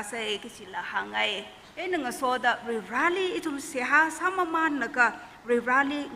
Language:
Tangkhul Naga (India)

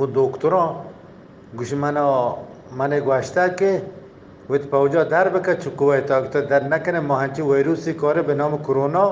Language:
Eastern Balochi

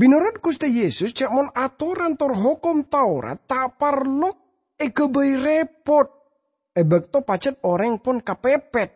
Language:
Madurese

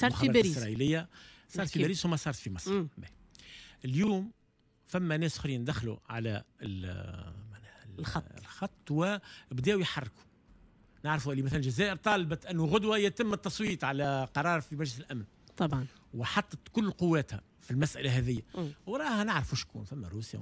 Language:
Tunisian Arabic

